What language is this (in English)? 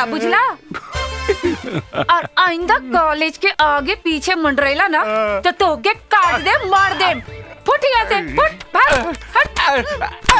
Bhojpuri